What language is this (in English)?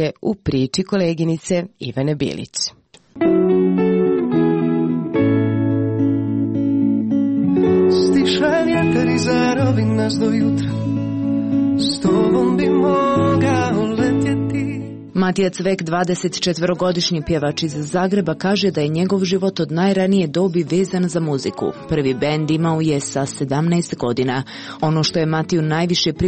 Croatian